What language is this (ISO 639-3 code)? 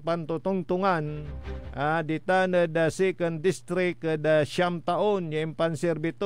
pag